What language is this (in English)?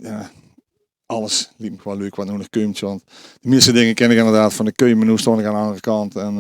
Limburgish